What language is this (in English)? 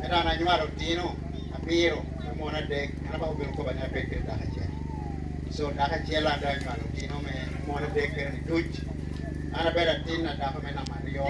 Lango (Uganda)